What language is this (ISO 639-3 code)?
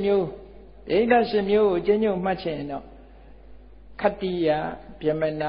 mya